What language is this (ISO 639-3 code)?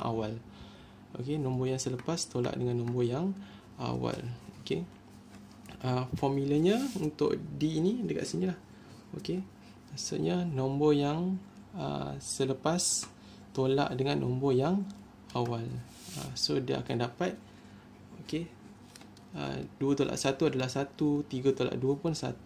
msa